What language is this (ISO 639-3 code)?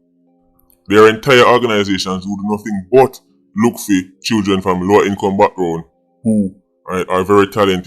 jam